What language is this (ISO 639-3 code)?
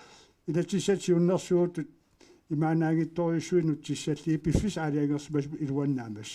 kal